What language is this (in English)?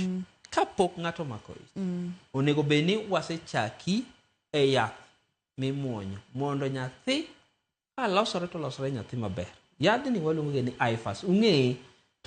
Luo (Kenya and Tanzania)